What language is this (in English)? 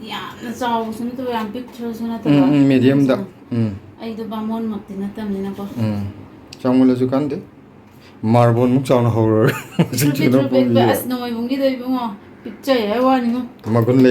Manipuri